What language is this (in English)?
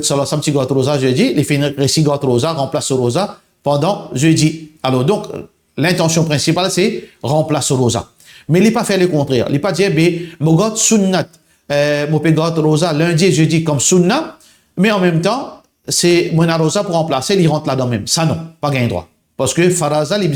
Morisyen